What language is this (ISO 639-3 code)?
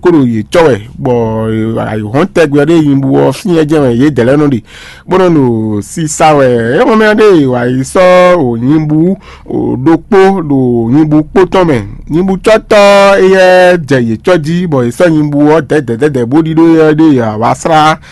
fon